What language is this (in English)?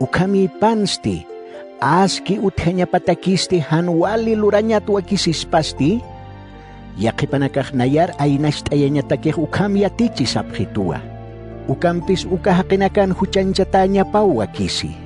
Aymara